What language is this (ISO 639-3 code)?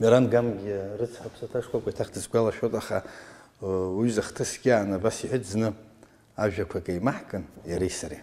abk